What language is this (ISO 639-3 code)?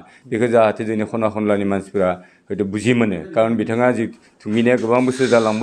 brx